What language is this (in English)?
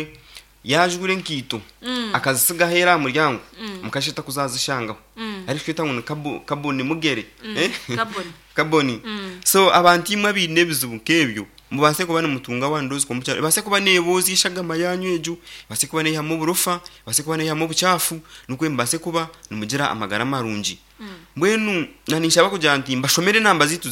Nyankole